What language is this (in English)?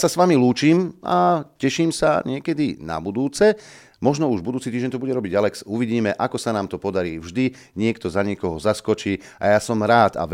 Slovak